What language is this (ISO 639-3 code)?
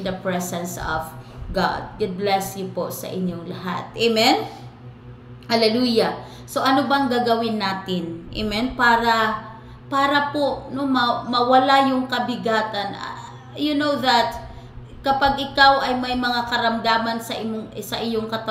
fil